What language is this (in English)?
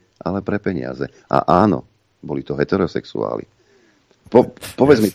Slovak